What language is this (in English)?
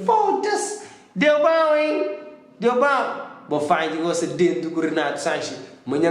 Kabuverdianu